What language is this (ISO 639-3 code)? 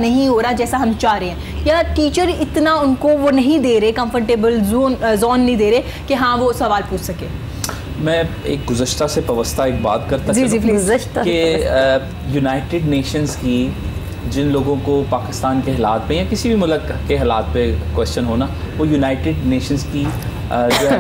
urd